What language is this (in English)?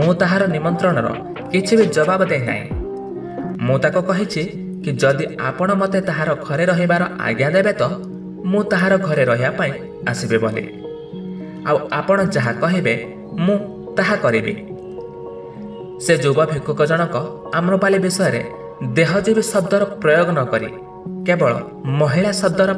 Odia